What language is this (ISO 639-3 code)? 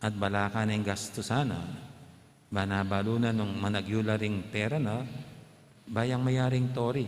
pam